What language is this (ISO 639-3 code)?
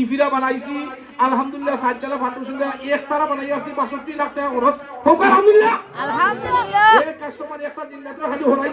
syl